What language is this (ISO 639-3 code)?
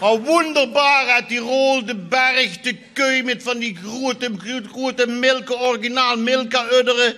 lim